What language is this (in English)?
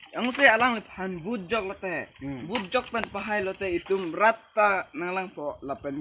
Karbi